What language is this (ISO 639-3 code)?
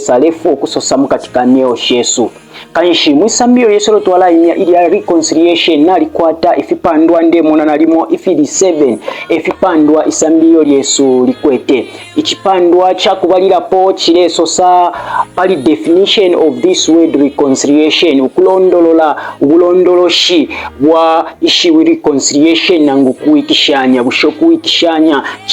bem